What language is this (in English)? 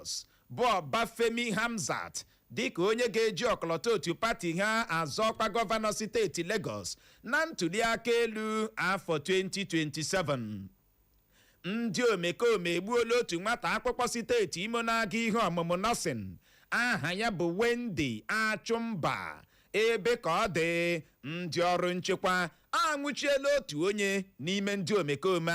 Igbo